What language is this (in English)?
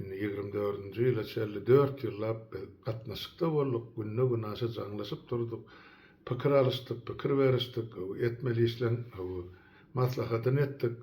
Turkmen